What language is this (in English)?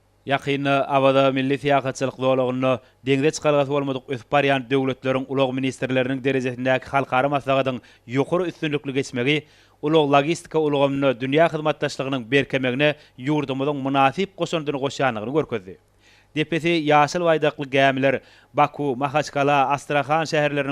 Turkmen